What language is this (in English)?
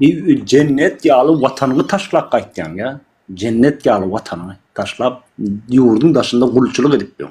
Turkmen